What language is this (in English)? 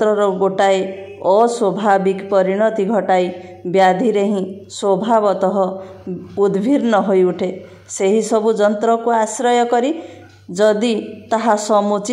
Odia